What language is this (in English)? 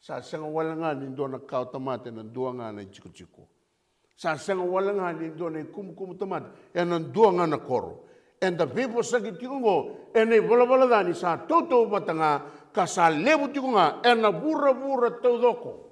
Fijian